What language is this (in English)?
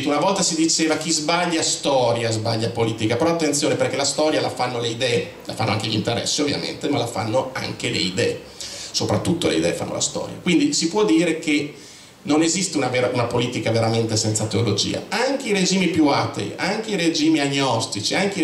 Italian